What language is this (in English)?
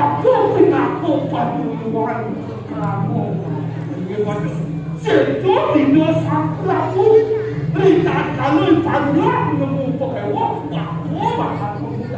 Balinese